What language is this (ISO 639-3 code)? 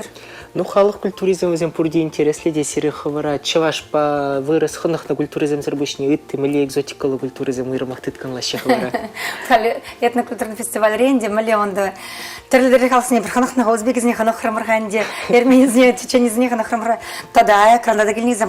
chv